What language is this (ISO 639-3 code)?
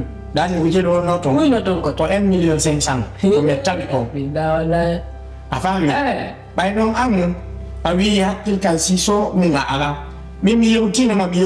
ful